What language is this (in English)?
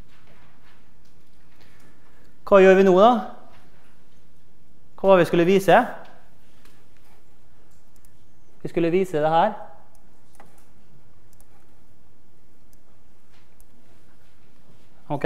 Norwegian